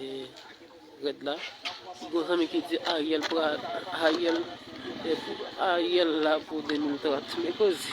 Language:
Haitian Creole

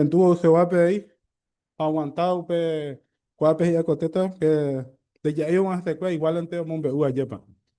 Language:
Guarani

